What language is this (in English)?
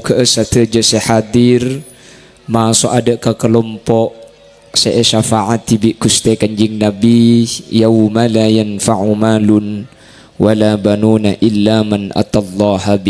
Madurese